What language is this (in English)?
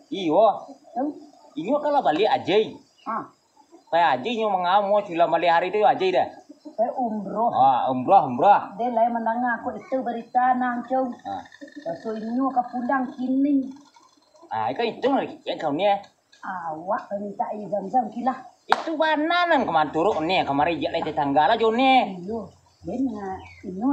Minangkabau